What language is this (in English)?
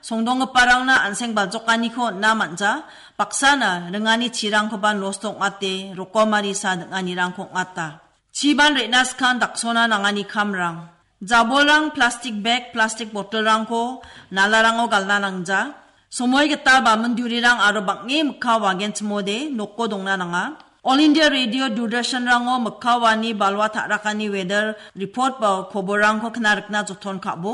Garo